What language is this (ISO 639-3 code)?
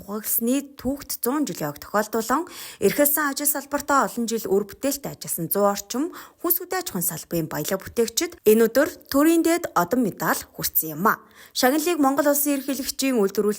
mon